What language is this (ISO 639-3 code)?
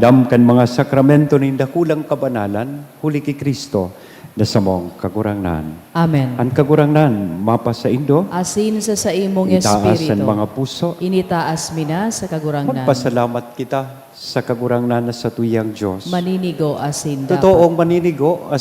bik